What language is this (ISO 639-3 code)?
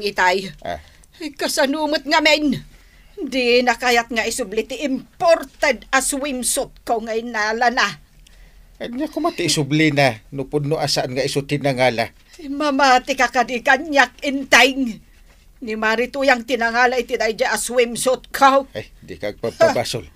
ilo